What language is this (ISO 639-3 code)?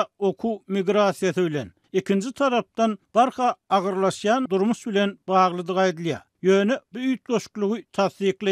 tuk